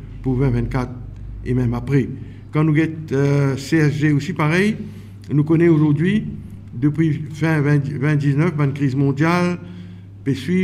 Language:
Morisyen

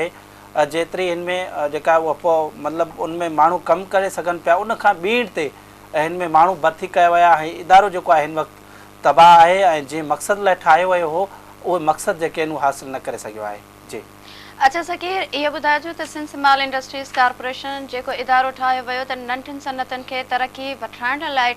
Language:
Sindhi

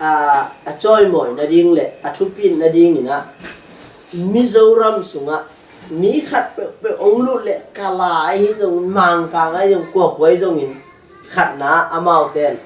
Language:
Tedim Chin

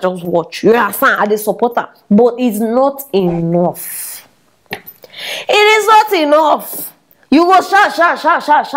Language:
Nigerian Pidgin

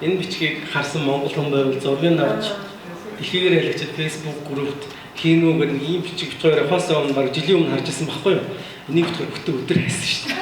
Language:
Mongolian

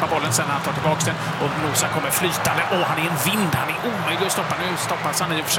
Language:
Swedish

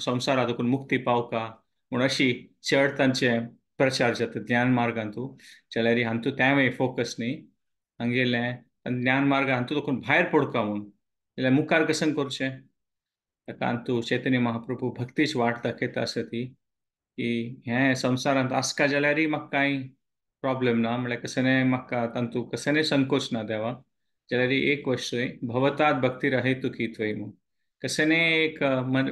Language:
Konkani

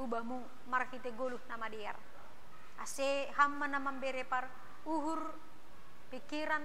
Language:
Batak Simalungun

